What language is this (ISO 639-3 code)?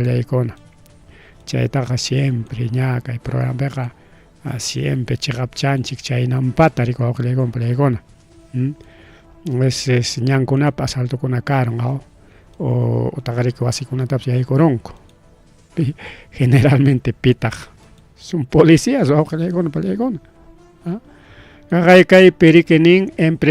quy